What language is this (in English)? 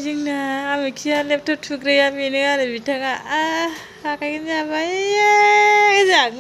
Bodo